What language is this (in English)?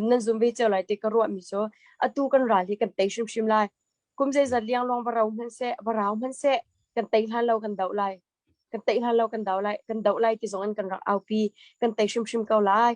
Hakha Chin